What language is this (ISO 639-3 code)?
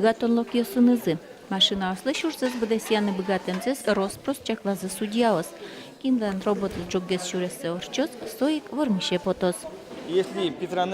udm